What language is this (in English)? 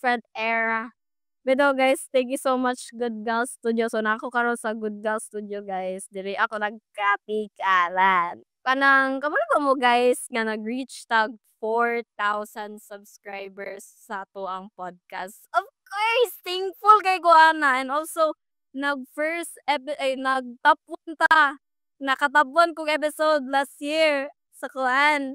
Cebuano